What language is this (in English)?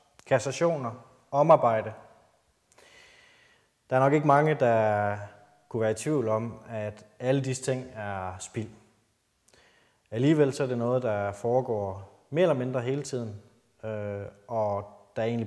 Danish